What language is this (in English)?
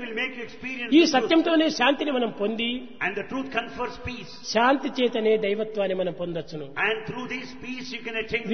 Telugu